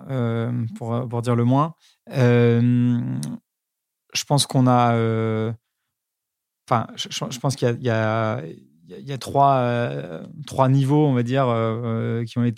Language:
French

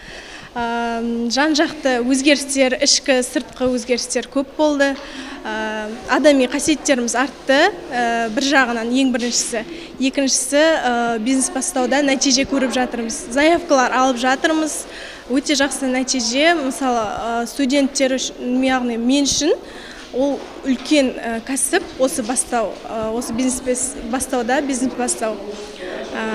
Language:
Kazakh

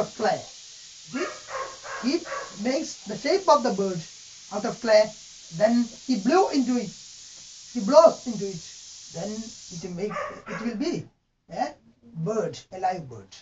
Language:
English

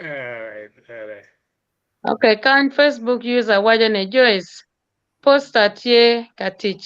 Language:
Acoli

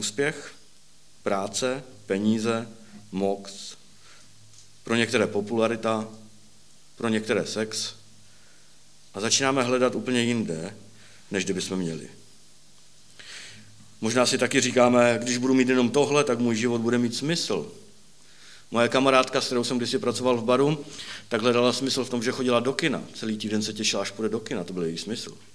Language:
Czech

